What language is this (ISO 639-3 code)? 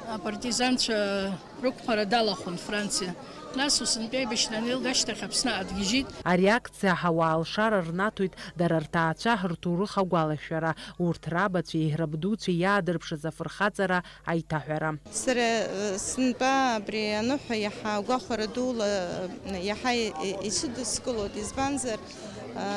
abk